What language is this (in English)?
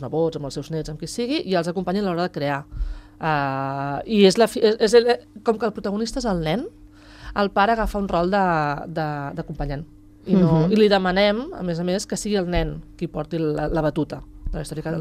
Catalan